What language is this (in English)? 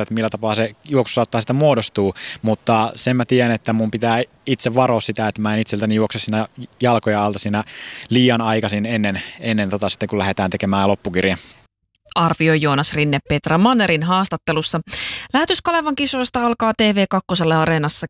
Finnish